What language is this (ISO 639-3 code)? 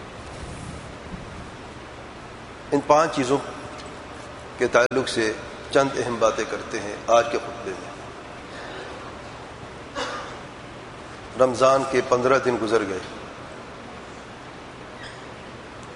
urd